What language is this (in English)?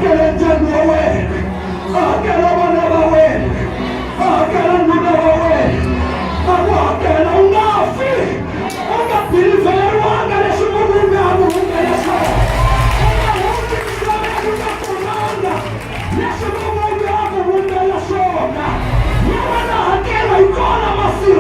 Tsonga